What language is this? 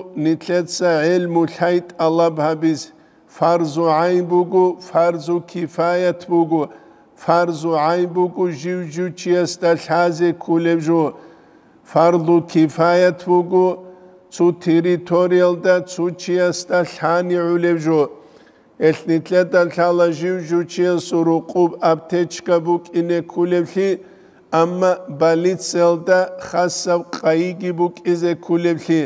Avaric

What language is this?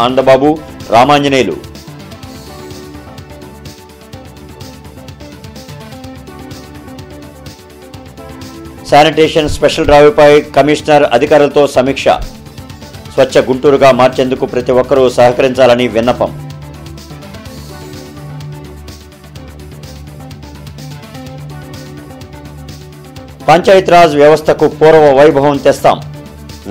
Telugu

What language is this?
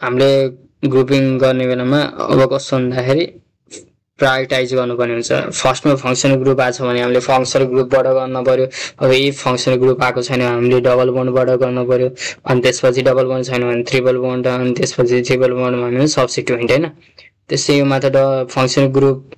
Nepali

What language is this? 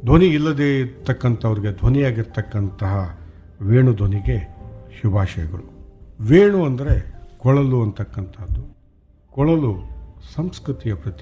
Kannada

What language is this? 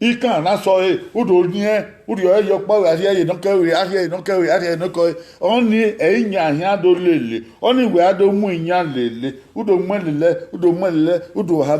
Bini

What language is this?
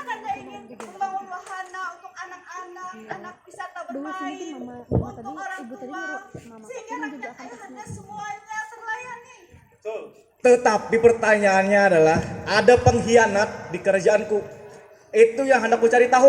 Banjar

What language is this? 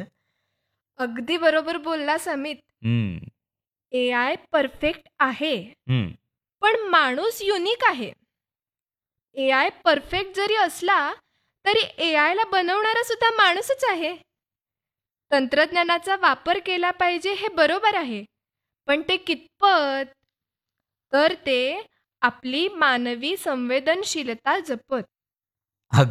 Marathi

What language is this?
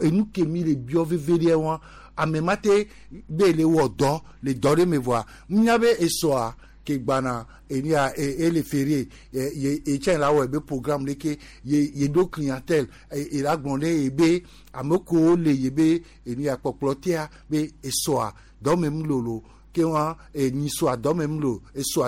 Gen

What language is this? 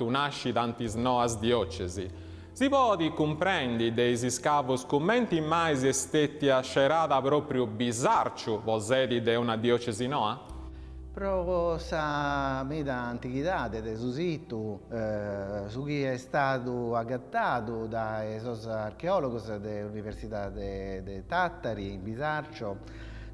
Sardinian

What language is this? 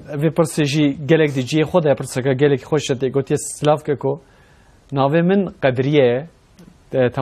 Kurdish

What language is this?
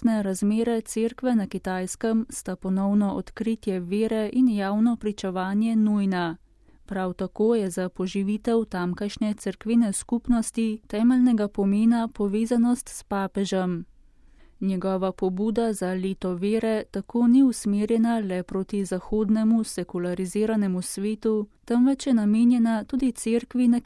Slovenian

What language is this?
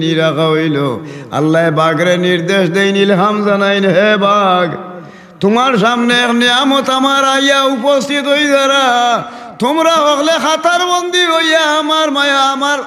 Sylheti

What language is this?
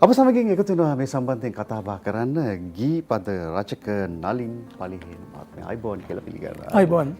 Sinhala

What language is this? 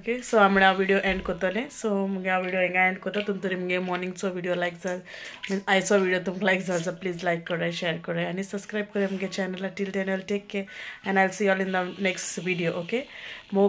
Konkani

